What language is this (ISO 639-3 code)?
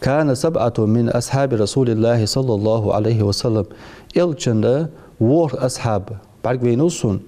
inh